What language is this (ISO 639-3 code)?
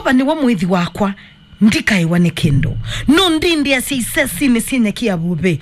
kam